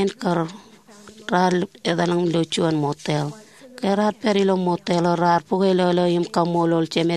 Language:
Marshallese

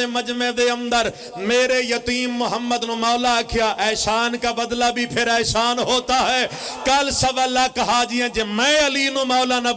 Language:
Pahari-Potwari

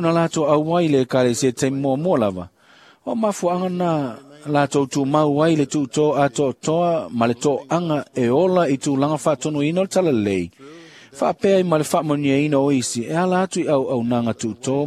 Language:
Samoan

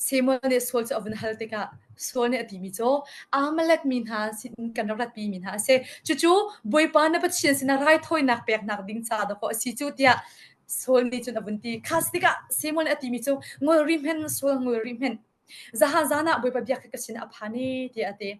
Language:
Hakha Chin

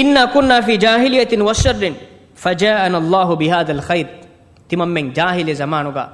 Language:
Divehi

